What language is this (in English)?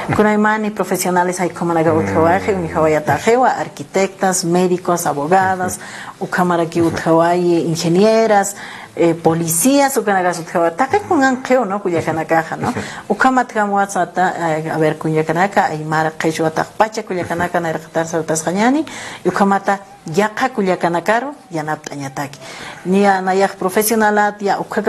Aymara